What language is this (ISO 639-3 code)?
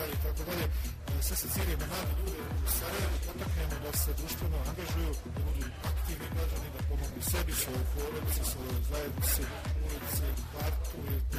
bos